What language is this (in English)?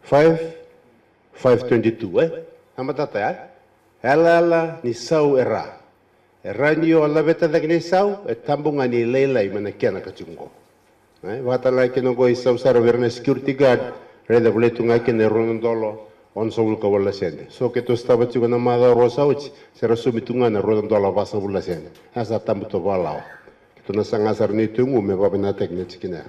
Fijian